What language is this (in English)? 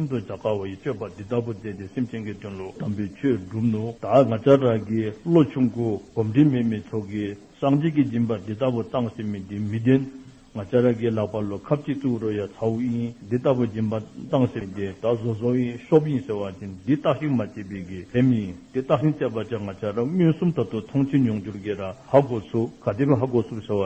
Dzongkha